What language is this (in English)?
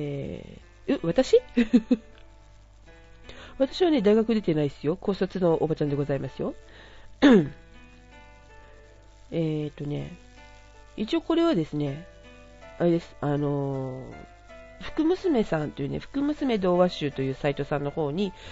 Japanese